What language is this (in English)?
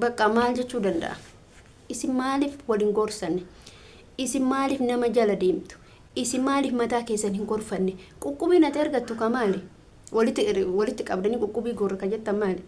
Oromo